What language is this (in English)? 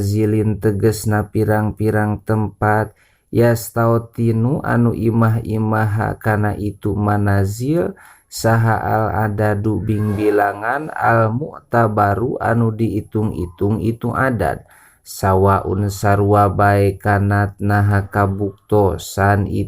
Sundanese